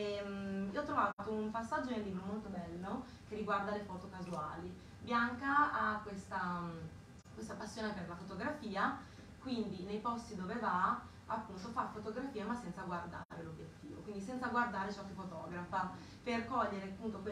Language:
Italian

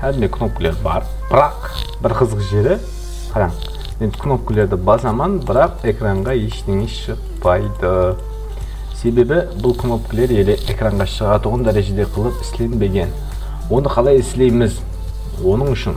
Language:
Kara-Kalpak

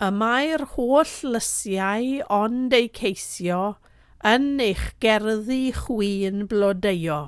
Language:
Welsh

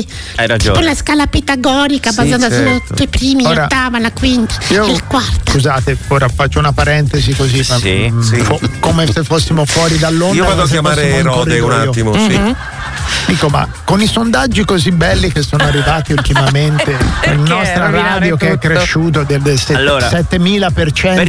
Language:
Italian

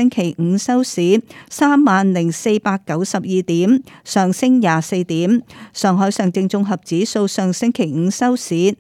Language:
Cantonese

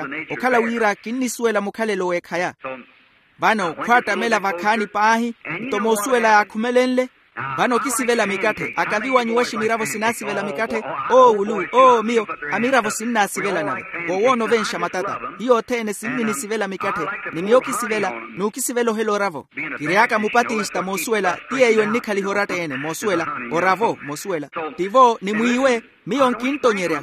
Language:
Makhuwa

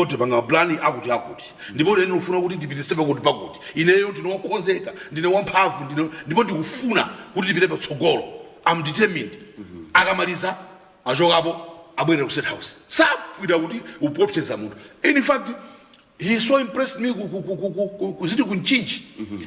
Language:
Nyanja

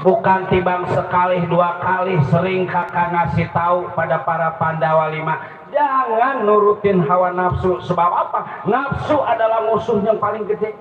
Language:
Betawi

